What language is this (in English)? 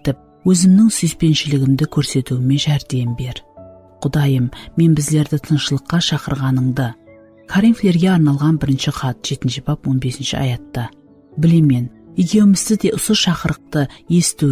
Kara-Kalpak